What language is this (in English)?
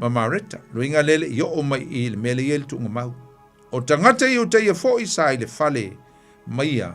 Samoan